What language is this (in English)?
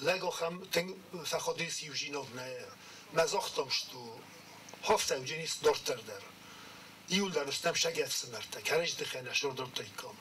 Ossetic